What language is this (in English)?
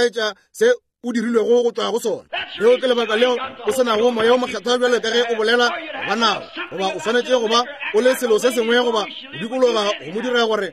Northern Sotho